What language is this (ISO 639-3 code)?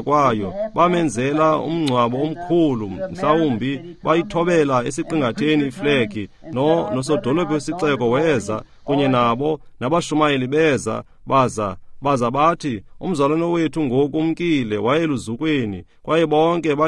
xho